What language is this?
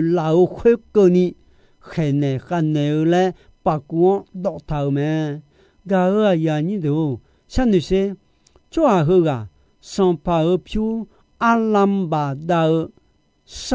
Akha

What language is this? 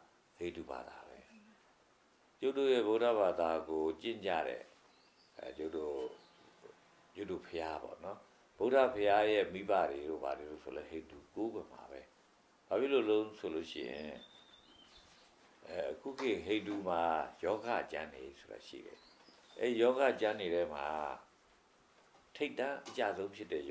Burmese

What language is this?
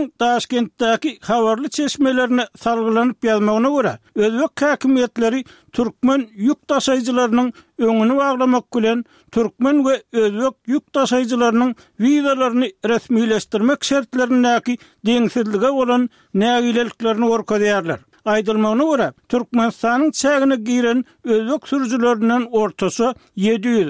Turkmen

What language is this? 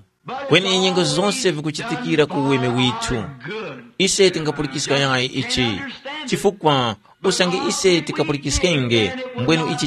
Tumbuka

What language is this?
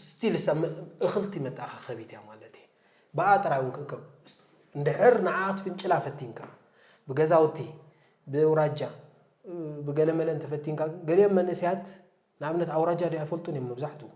Tigrinya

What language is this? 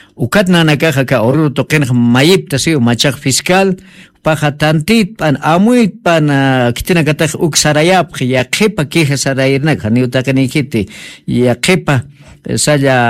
Aymara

